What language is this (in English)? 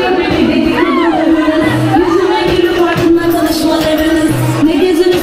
Turkish